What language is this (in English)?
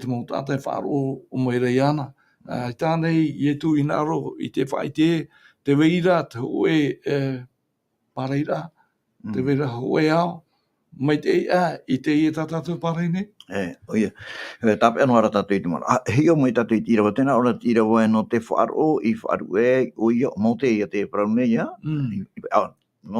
Tahitian